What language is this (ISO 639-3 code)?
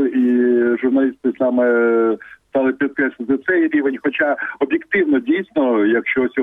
ukr